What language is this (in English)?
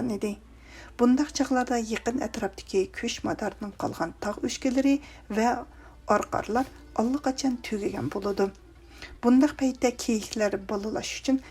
Uyghur